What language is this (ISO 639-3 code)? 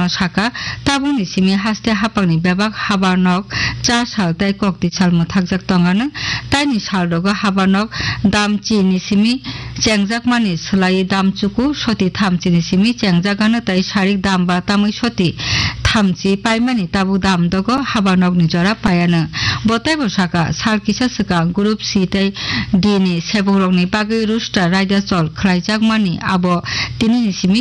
trp